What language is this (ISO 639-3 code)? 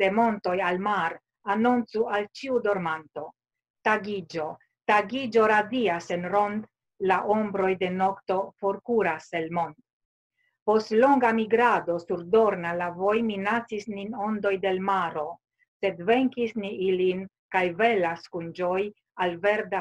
epo